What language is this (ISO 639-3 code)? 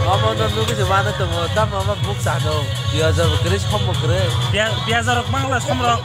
trp